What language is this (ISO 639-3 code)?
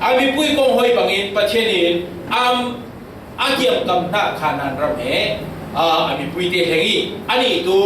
cfm